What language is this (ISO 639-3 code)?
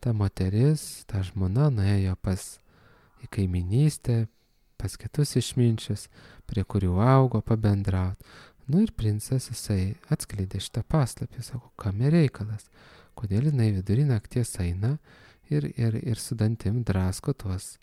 lit